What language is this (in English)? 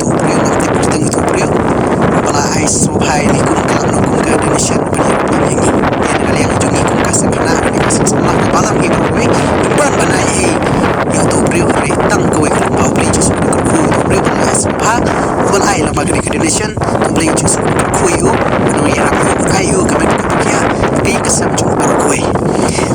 Khasi